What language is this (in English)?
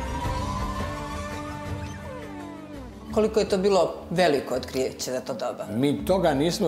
Serbian